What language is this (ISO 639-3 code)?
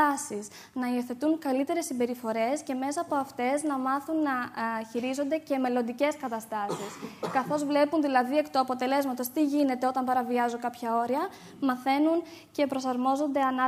ell